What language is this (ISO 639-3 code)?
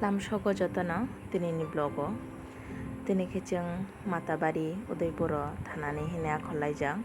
trp